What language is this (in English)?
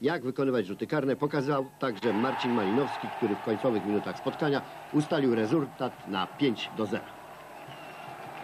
Polish